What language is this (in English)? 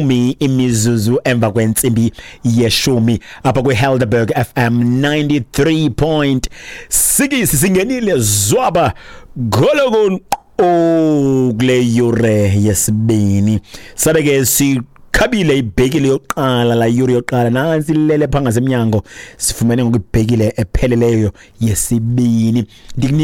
Xhosa